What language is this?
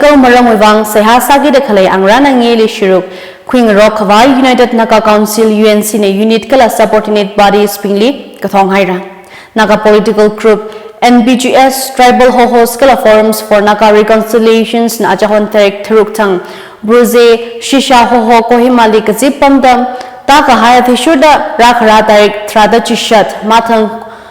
Tangkhul Naga (India)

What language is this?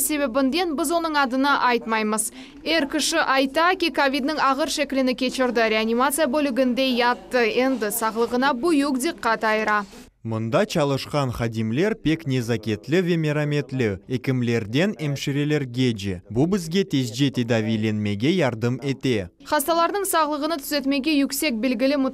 Crimean Tatar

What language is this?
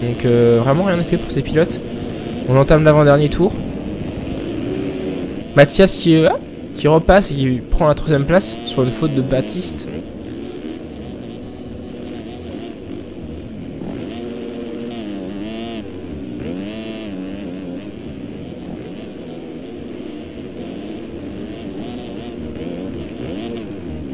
French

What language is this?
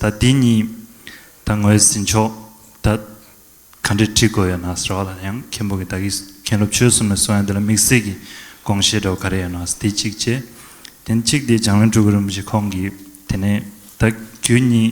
Tibetan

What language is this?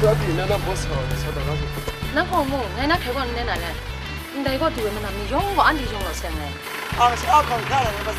Kachin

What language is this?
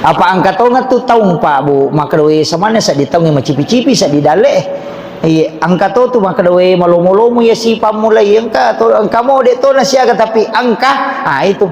Buginese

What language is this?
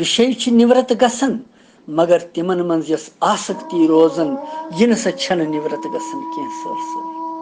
Kashmiri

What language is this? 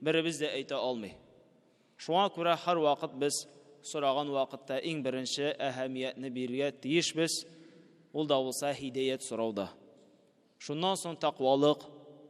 Tatar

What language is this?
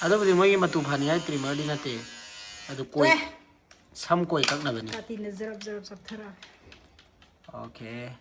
Manipuri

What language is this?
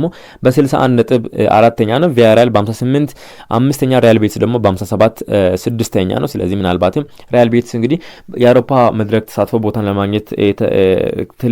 Amharic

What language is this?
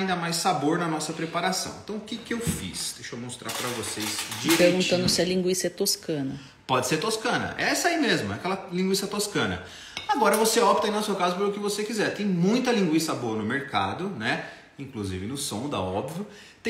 Portuguese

